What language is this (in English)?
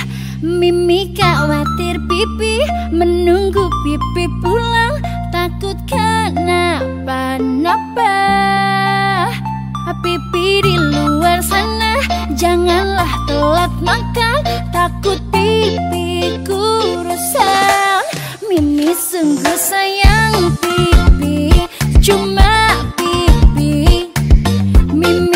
Indonesian